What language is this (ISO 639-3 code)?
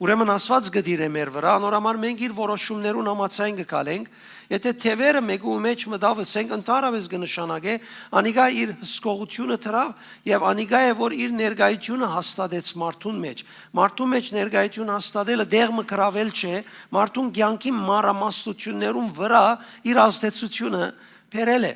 hyw